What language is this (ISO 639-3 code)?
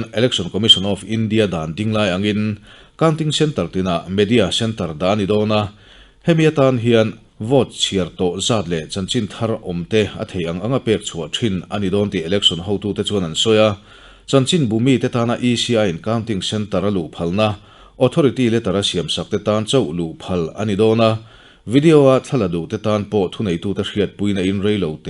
lus